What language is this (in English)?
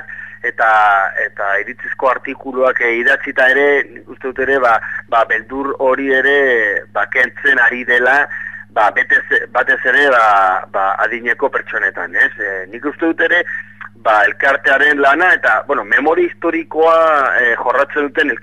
Basque